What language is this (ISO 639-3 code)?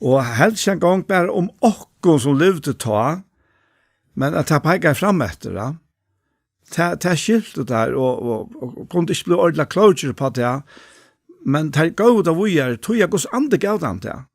fao